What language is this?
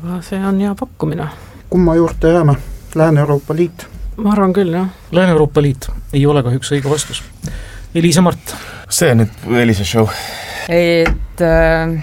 Estonian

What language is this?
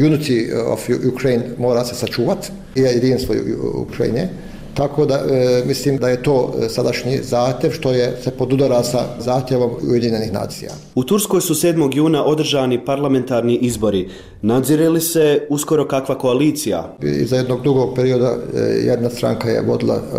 Bosnian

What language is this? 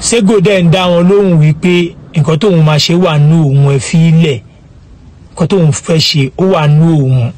Yoruba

